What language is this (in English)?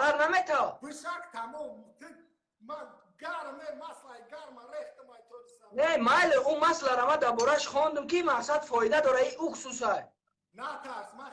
Tajik